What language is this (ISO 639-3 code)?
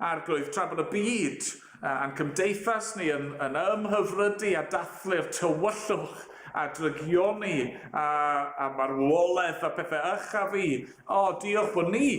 cym